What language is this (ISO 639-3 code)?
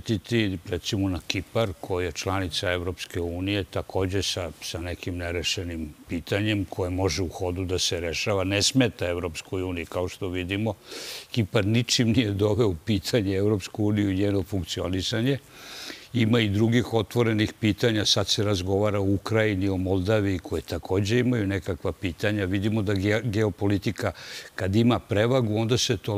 srp